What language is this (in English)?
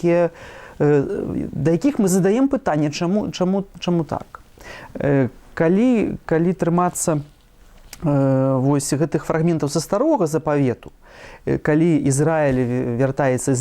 Belarusian